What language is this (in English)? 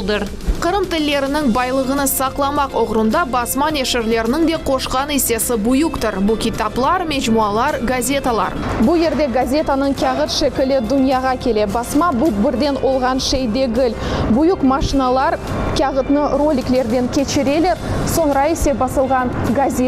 Crimean Tatar